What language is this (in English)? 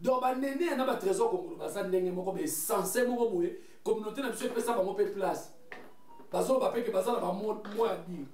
Lingala